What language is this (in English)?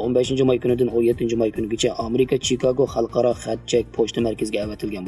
Uyghur